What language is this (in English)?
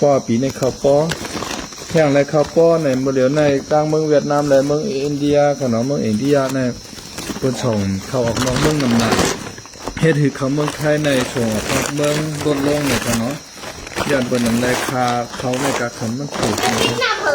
Shan